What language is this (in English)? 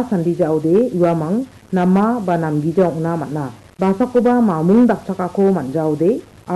Garo